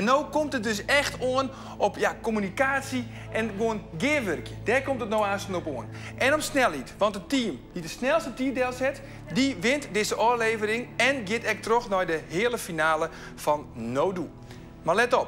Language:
Western Frisian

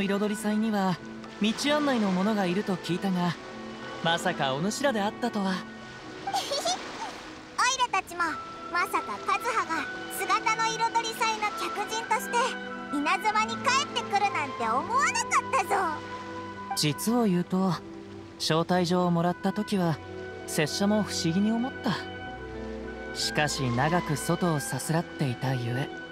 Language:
Japanese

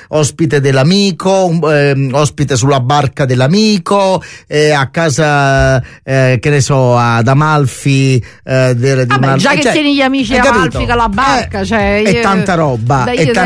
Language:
Italian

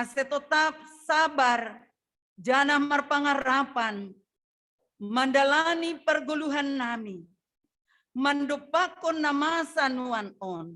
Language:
Batak Simalungun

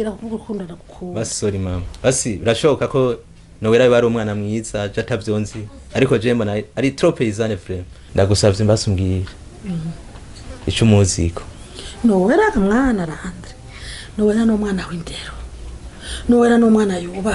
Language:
Rundi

